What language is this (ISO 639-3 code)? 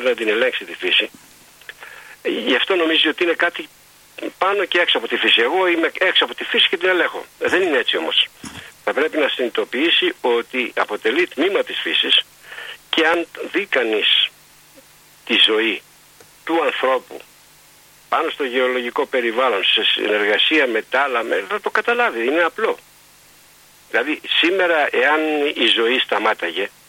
ell